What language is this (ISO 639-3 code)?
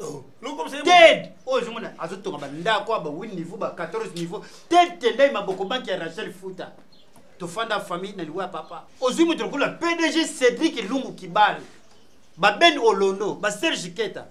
lin